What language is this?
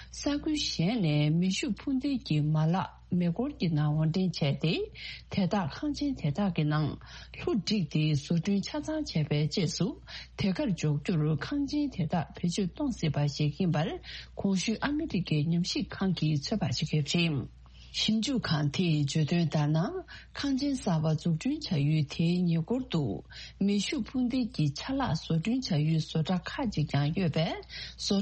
Tibetan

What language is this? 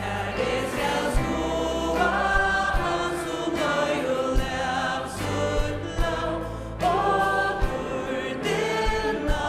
Faroese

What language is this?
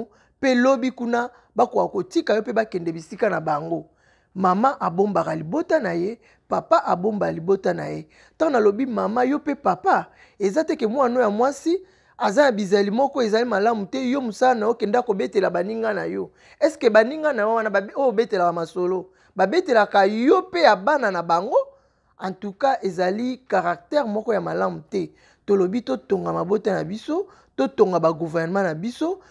Lingala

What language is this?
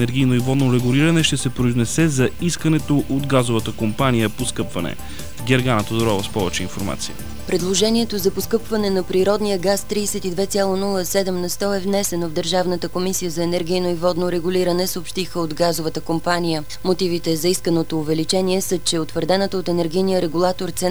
Bulgarian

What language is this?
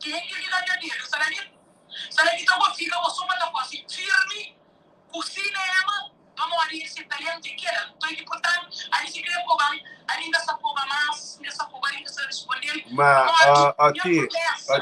Kabuverdianu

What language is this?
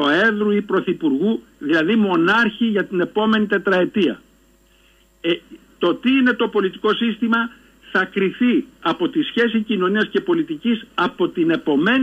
Greek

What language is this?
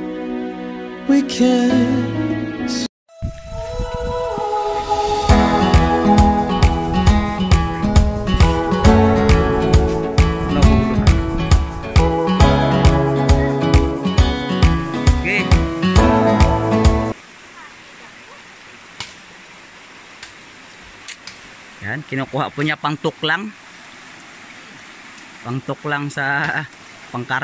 Filipino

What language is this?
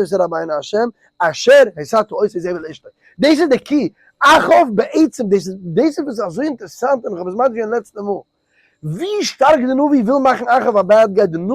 Yiddish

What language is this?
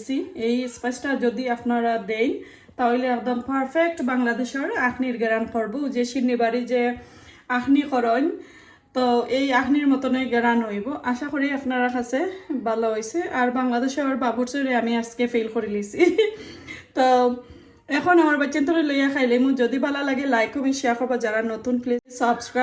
Sylheti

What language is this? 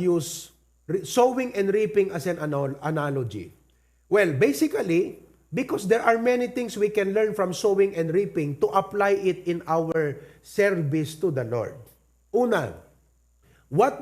Iloko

